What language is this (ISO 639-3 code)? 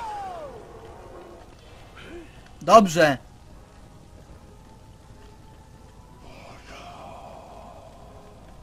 pol